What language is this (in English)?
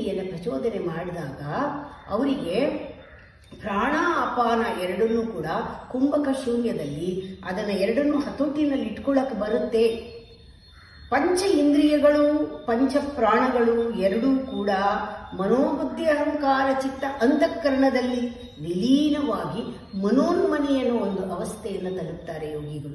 Kannada